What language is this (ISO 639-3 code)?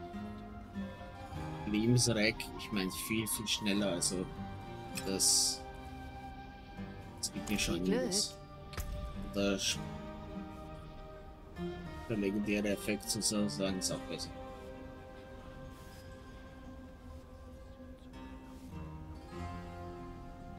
deu